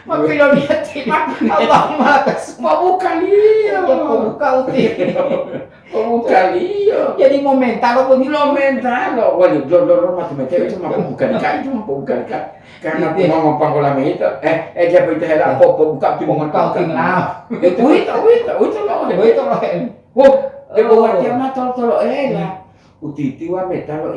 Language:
Gorontalo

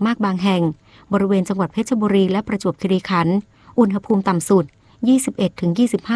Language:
Thai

